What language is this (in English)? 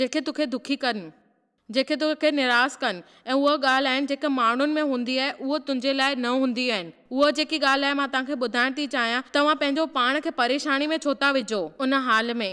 Sindhi